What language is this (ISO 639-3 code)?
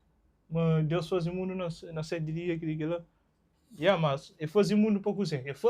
kea